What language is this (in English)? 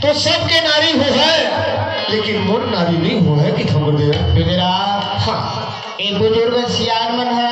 Chhattisgarhi